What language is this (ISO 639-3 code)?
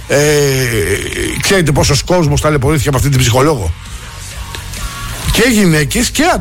ell